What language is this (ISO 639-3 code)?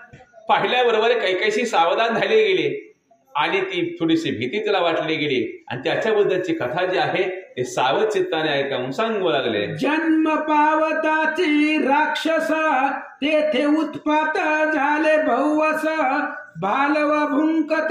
mar